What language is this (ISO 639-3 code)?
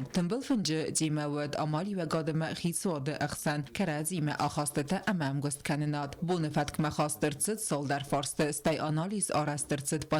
oss